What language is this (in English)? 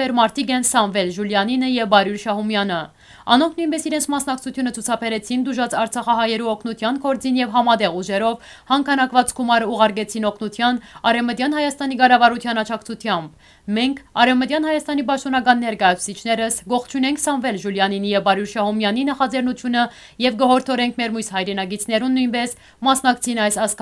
Western Armenian